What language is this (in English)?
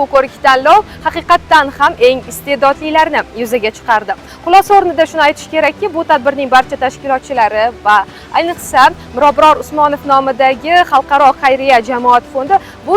Uzbek